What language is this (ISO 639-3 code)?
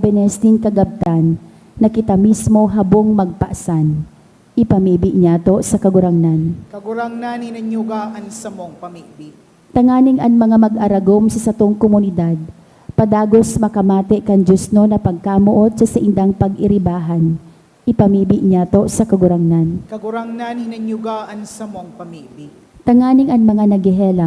bik